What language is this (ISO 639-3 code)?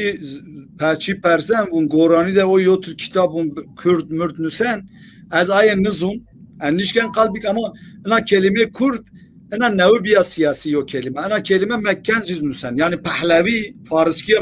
zza